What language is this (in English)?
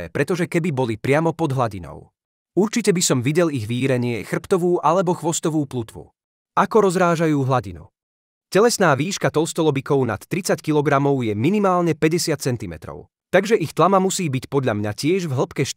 Slovak